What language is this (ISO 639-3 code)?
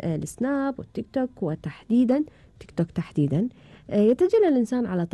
afb